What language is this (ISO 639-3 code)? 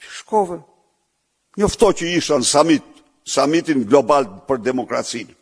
sqi